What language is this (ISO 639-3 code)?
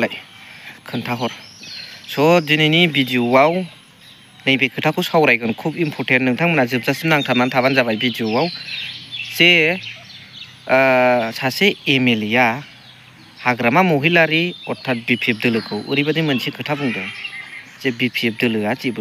brx